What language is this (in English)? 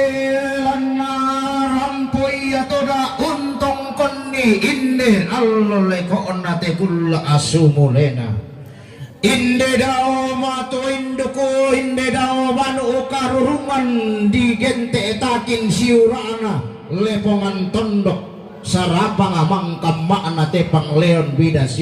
Toraja-Sa'dan